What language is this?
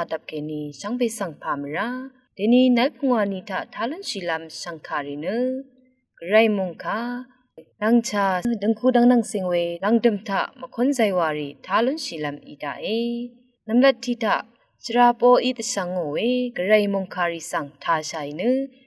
Rawang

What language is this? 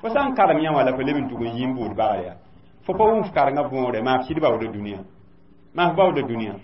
Mossi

